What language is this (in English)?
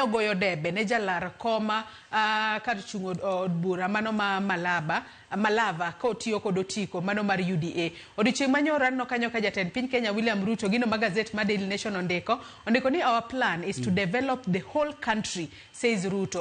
Luo (Kenya and Tanzania)